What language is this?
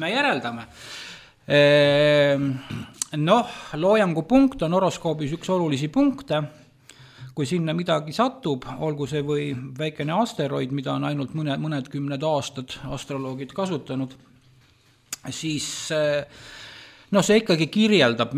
Estonian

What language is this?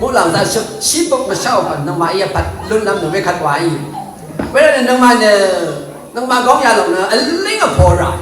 Rawang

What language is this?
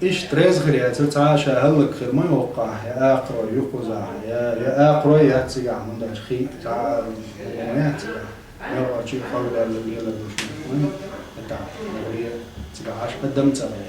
Chechen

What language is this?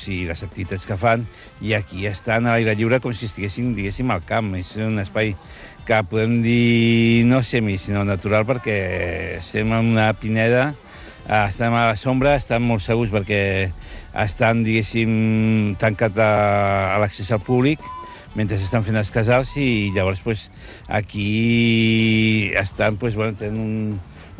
Catalan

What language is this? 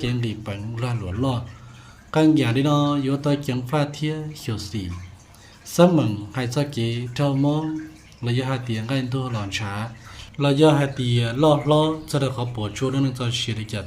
Hmong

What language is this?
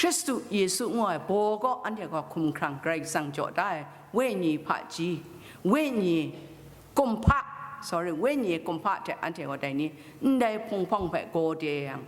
Kachin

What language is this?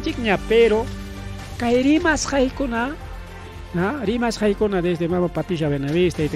Ayacucho Quechua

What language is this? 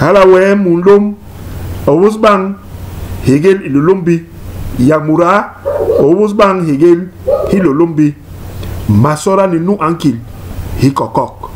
Basaa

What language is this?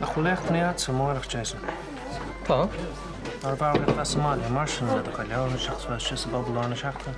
Irish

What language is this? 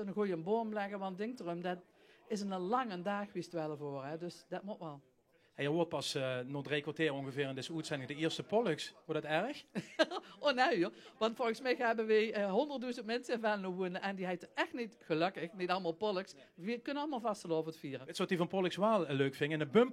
Limburgish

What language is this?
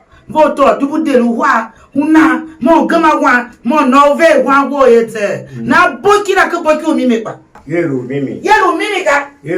Tiv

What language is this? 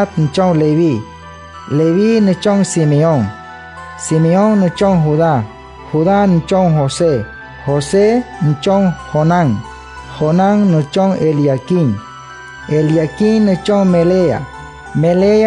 Wayuu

